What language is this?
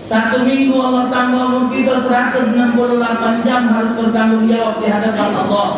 Musi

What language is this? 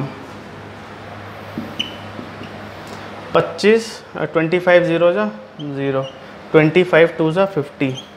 Hindi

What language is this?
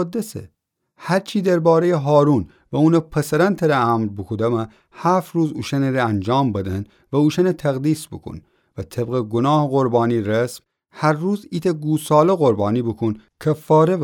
Gilaki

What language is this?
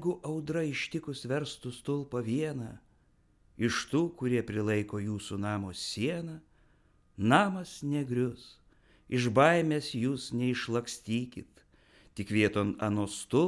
Lithuanian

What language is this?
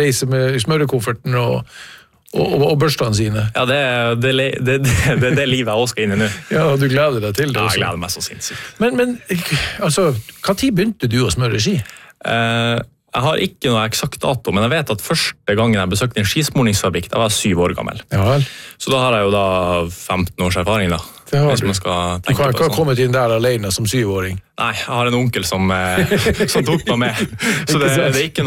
Norwegian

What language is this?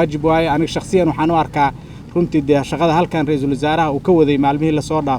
Somali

